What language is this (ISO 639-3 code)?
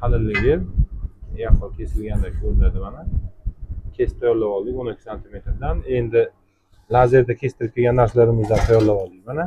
uzb